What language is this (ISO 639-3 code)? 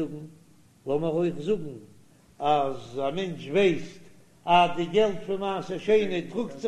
yid